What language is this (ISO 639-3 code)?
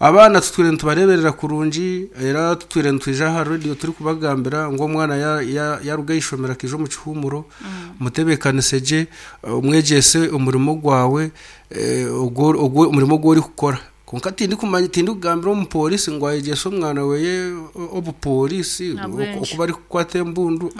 nyn